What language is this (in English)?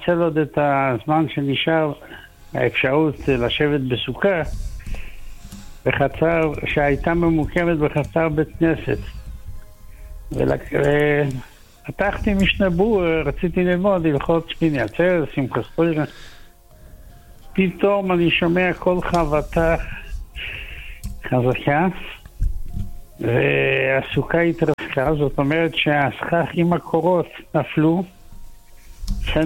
Hebrew